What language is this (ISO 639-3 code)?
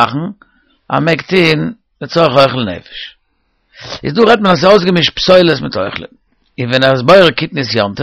yid